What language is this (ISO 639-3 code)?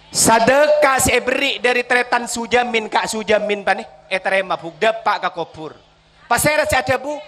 mad